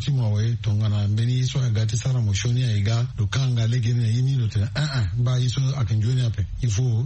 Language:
Sango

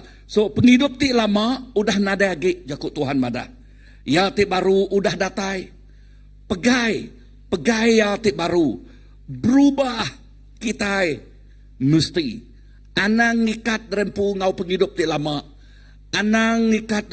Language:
Iban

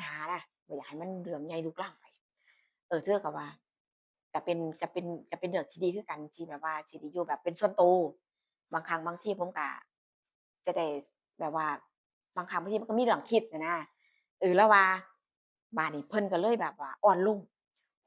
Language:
Northeastern Thai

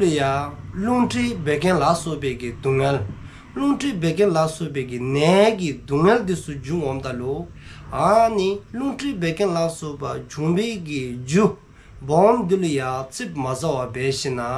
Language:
Dzongkha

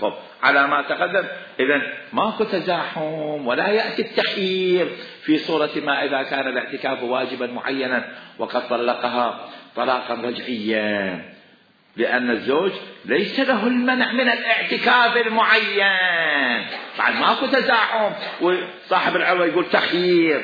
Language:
Mesopotamian Arabic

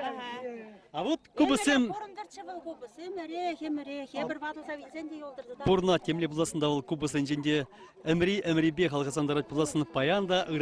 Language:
Chuvash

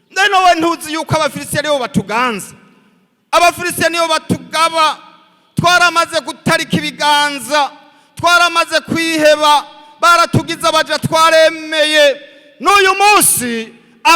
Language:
Rundi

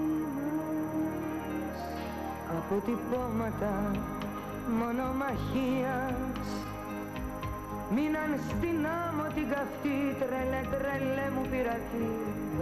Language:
Greek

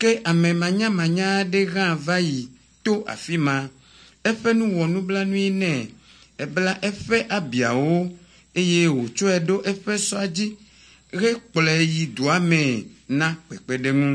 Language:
Ewe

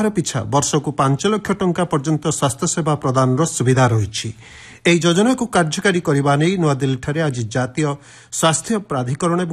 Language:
Odia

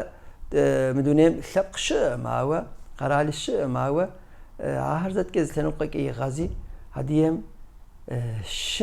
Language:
Kabardian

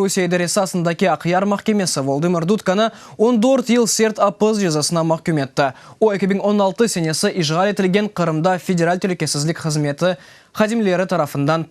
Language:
Crimean Tatar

